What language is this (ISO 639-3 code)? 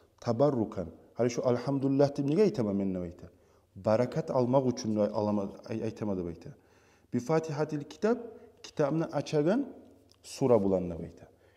kum